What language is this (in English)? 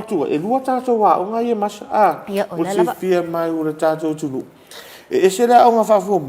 Samoan